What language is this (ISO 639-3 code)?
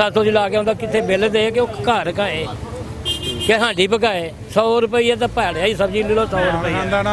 pan